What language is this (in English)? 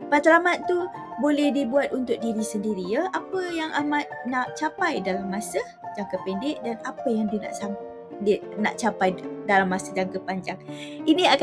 Malay